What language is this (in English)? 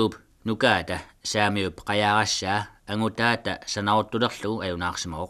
Kalaallisut